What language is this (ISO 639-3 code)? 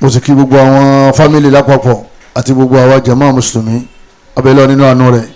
yor